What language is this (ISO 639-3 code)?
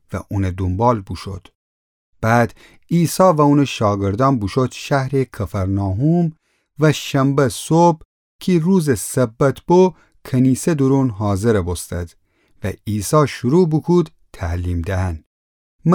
glk